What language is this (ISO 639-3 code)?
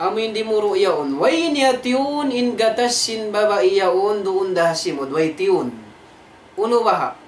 tsg